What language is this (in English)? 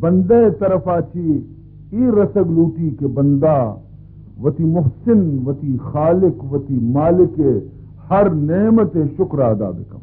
Baluchi